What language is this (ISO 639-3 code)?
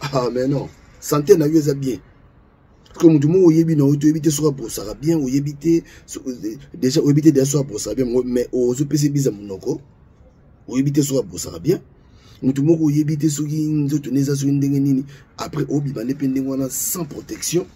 lin